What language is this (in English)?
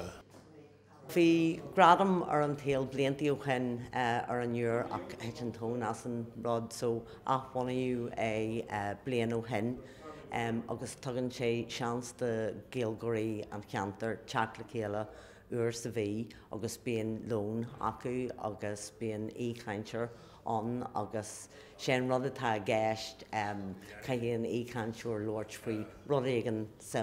Irish